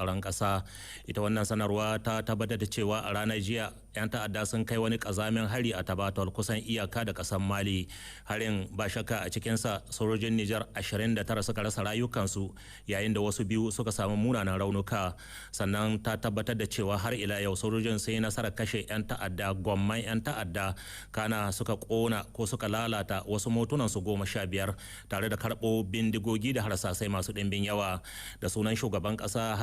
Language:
Hausa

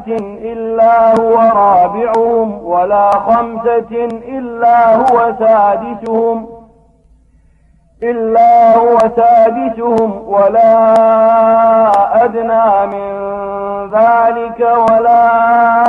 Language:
Arabic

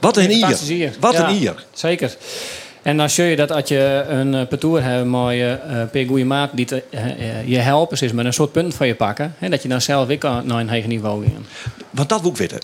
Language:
Western Frisian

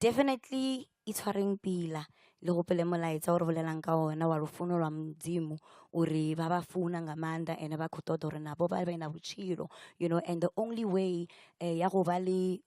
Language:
Venda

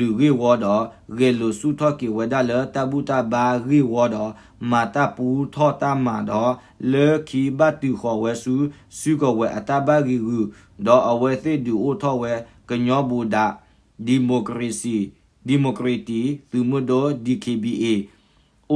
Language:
S'gaw Karen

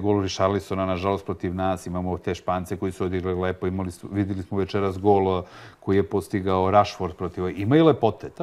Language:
Serbian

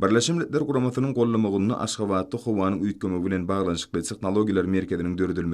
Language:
Turkmen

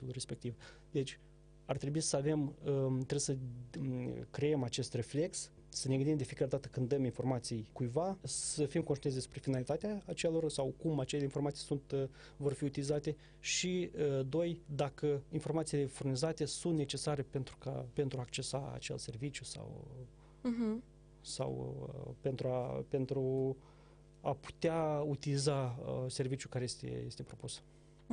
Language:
Romanian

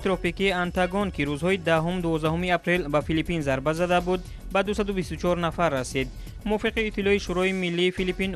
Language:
Tajik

